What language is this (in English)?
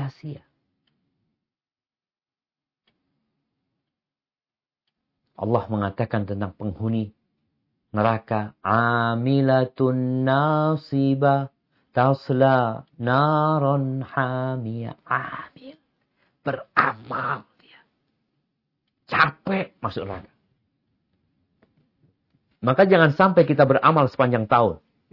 Indonesian